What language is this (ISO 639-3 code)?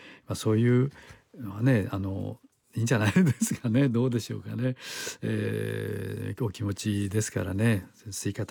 jpn